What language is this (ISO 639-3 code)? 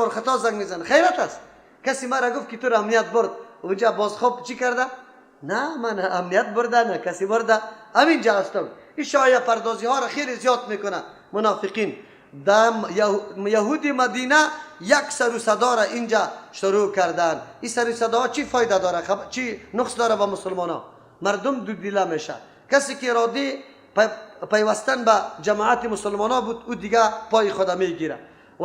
fas